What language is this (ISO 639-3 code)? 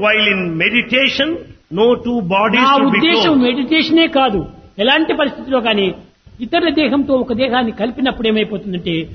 tel